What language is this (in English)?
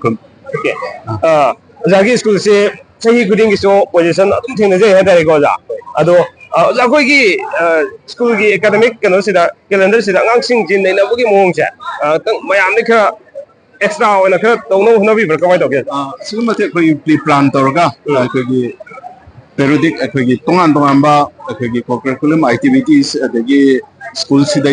Manipuri